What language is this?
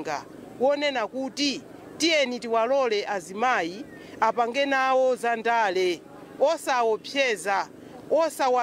Nyanja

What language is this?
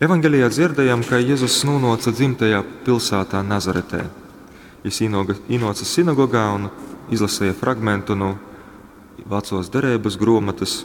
Latgalian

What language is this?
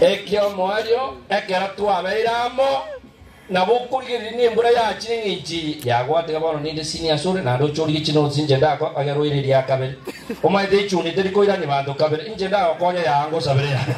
Gusii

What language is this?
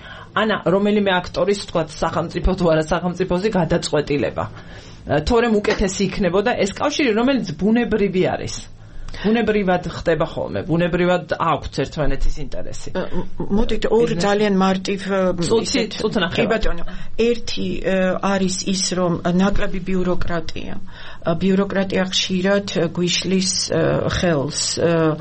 Georgian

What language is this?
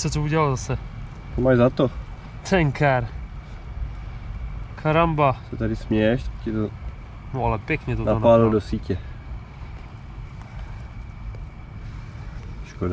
Czech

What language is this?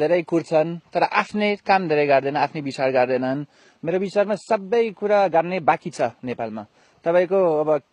Nepali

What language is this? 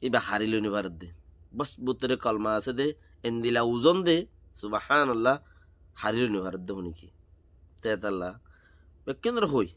Rohingya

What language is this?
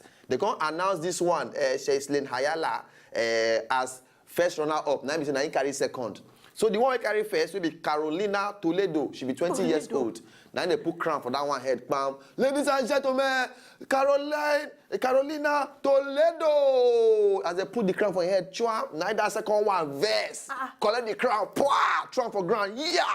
Nigerian Pidgin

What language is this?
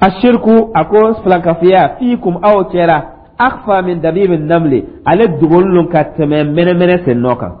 Dyula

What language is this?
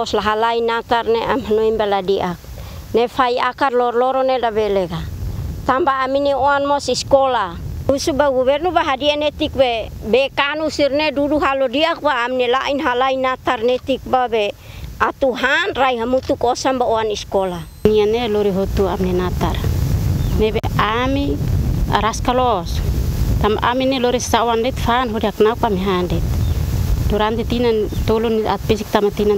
Tetum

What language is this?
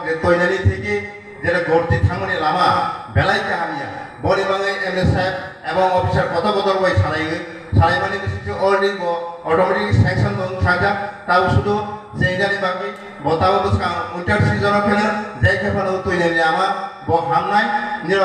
Kok Borok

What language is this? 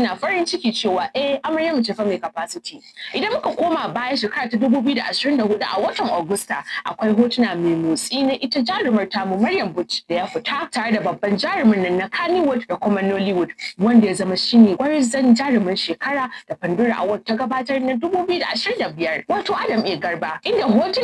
Hausa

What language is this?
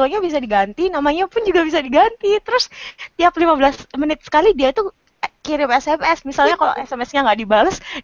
Indonesian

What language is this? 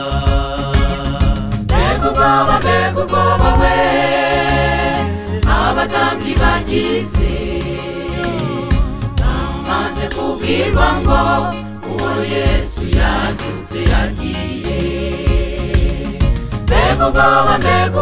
Kinyarwanda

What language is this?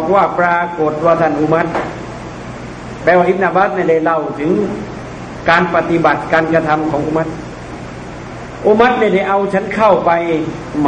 Thai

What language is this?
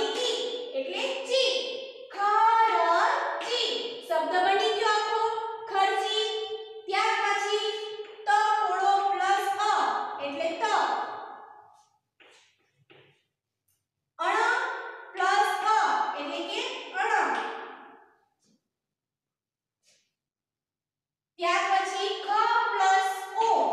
Gujarati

